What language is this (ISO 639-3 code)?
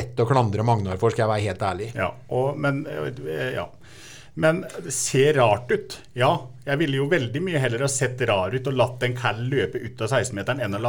nor